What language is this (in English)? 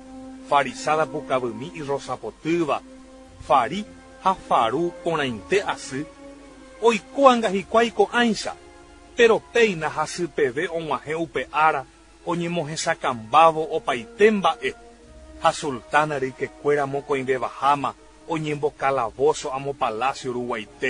Guarani